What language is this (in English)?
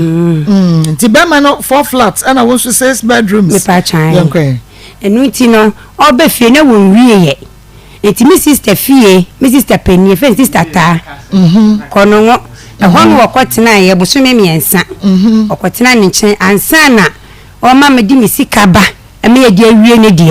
Akan